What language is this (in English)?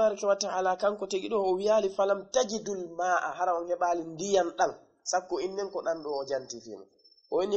Fula